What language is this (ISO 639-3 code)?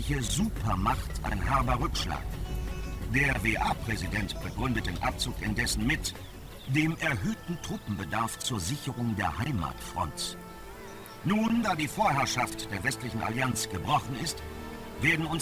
bar